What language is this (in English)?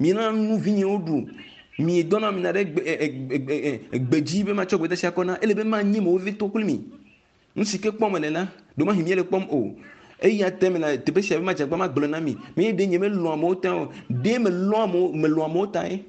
Ewe